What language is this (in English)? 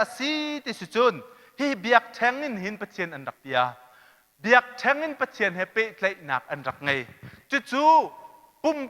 Hakha Chin